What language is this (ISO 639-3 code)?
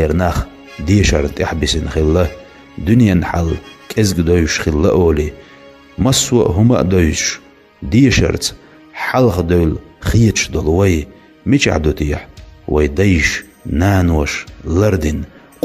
che